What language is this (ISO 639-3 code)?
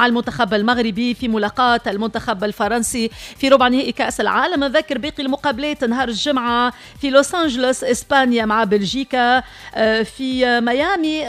aeb